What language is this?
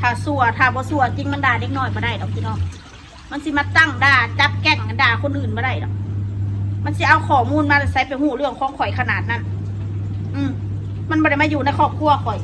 Northeastern Thai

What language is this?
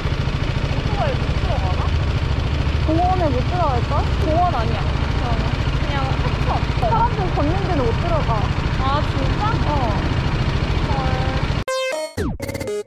Korean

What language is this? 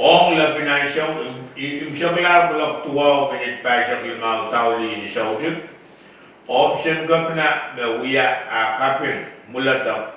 Pohnpeian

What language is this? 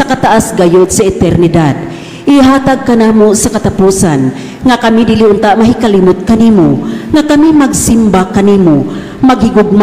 Cebuano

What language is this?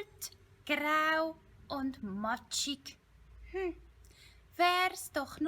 Swiss German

